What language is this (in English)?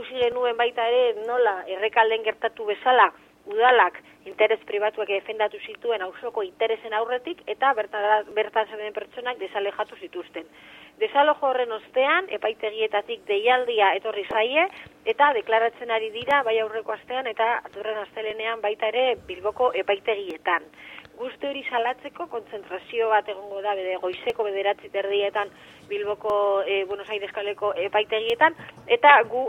Basque